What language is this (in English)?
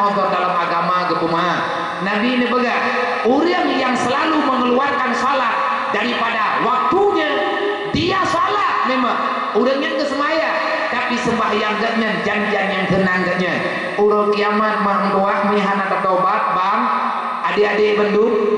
Achinese